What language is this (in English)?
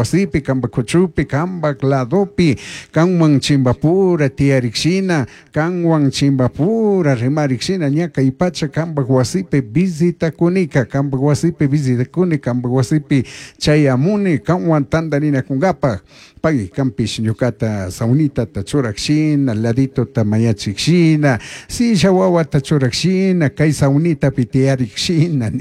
Chimborazo Highland Quichua